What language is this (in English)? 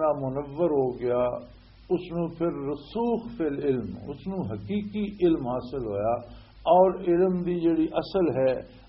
Western Panjabi